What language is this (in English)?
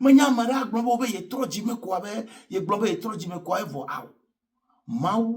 Ewe